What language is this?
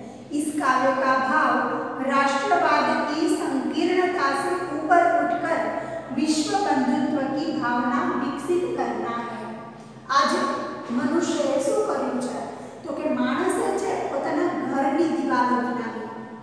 Gujarati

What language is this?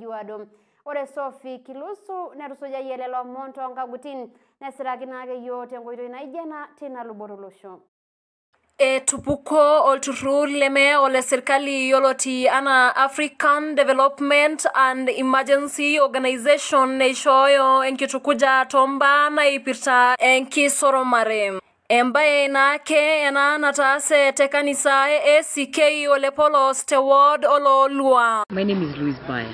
Masai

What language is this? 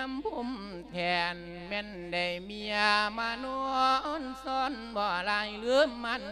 Lao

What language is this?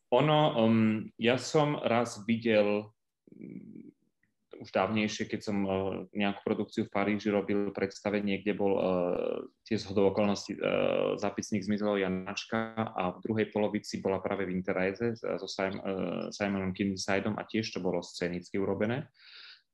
Slovak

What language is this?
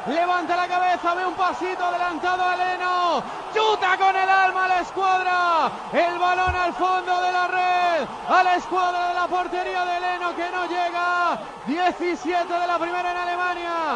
Spanish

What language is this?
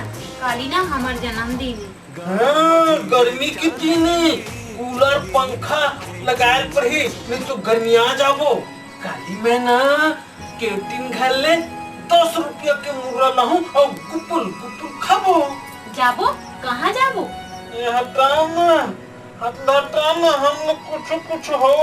Chhattisgarhi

